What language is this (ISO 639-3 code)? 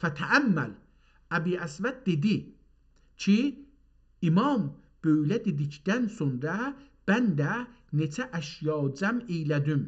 azb